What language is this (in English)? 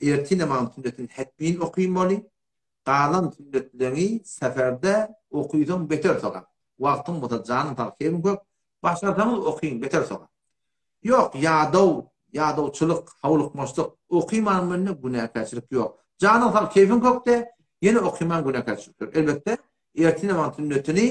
Turkmen